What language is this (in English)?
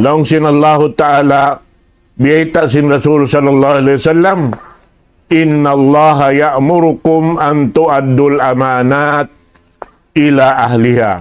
Tausug